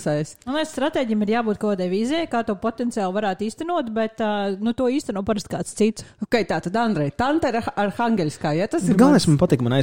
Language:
Latvian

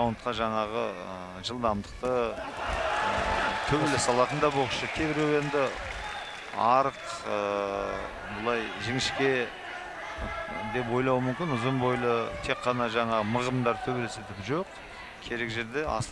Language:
Kazakh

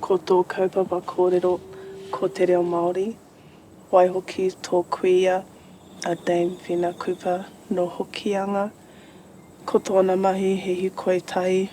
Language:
Māori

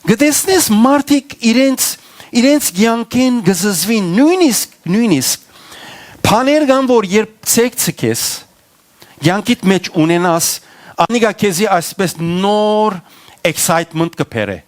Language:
Western Armenian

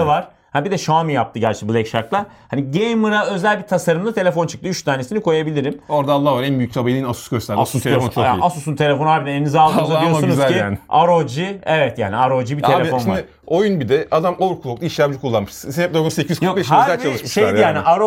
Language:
Turkish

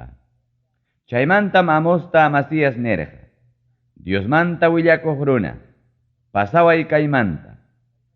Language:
Ayacucho Quechua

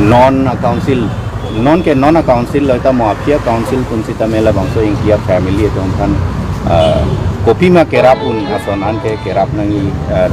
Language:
Karbi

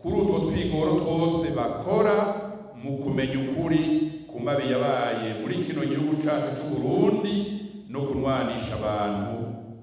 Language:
Rundi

